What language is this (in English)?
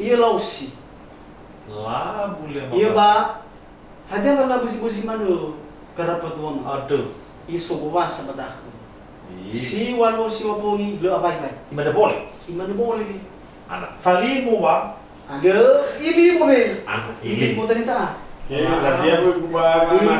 Nias